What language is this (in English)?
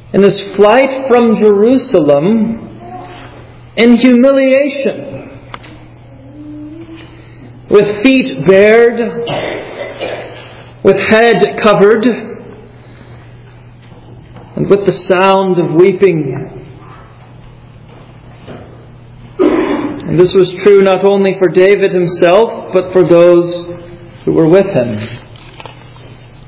English